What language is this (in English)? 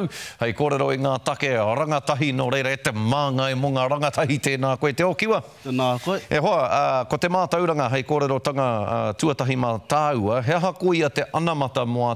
Māori